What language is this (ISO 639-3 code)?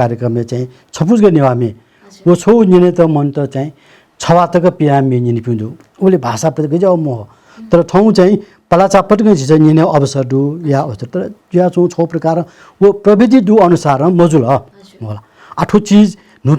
new